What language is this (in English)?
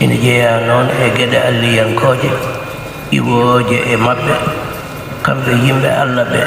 Fula